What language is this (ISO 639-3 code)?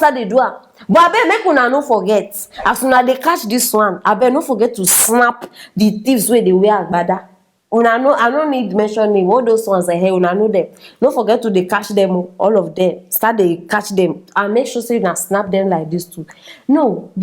pcm